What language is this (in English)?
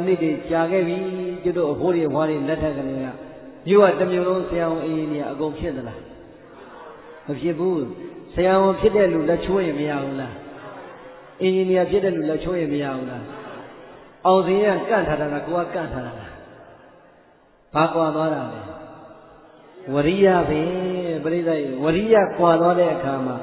Burmese